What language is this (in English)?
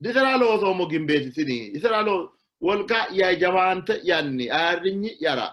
Sidamo